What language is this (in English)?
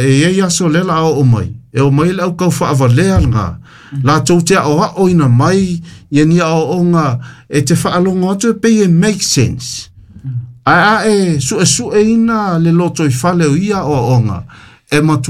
Samoan